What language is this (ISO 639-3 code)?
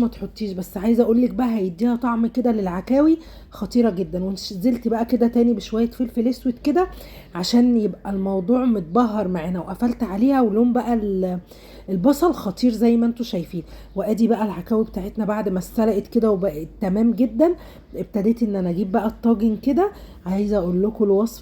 arz